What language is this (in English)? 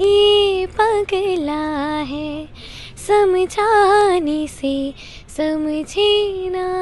Karbi